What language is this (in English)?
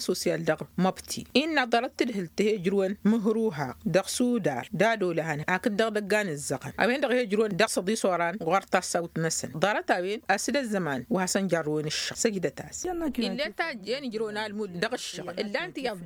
Tamasheq